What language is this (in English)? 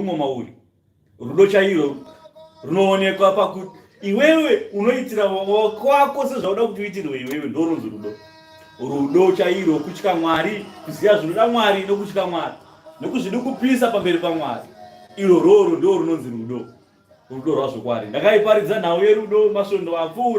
Shona